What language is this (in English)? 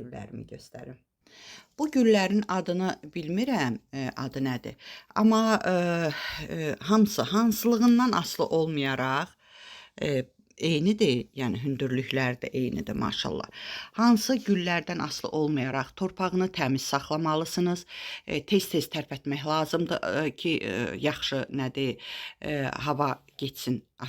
Azerbaijani